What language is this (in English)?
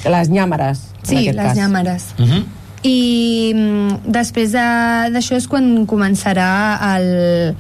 Catalan